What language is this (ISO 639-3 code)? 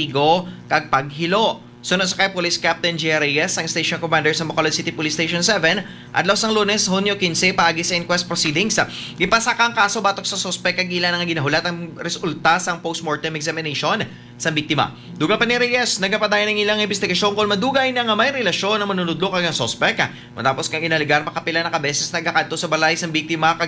hil